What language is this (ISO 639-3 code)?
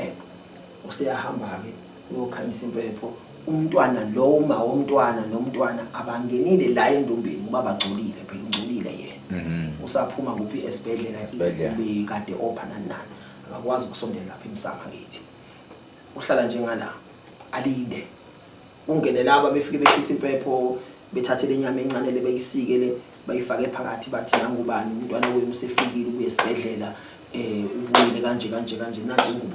zul